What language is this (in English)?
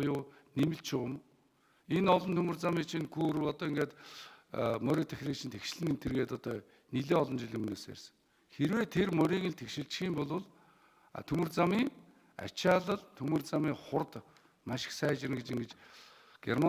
Mongolian